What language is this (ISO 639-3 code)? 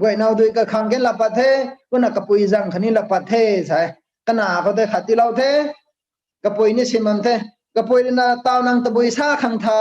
nbu